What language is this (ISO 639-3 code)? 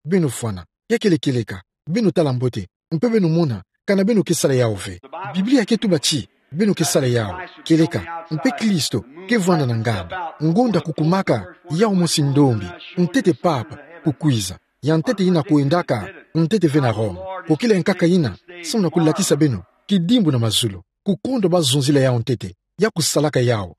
ktu